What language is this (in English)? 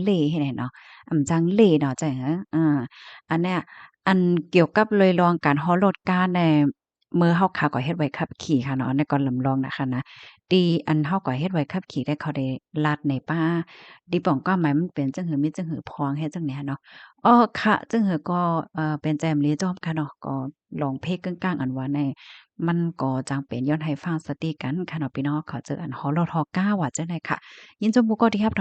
Shan